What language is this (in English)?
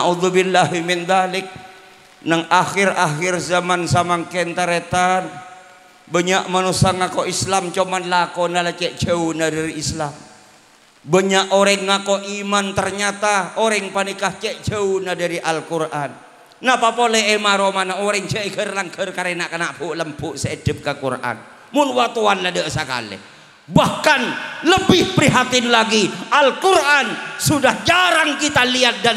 Madurese